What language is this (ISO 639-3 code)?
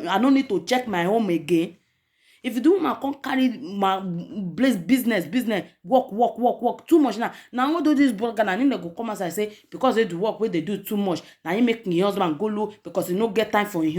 pcm